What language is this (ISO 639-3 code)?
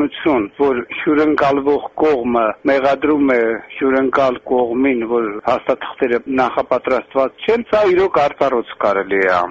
hye